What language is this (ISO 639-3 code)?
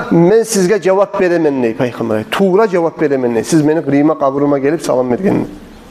kum